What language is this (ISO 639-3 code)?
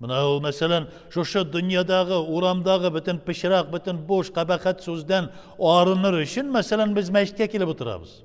tat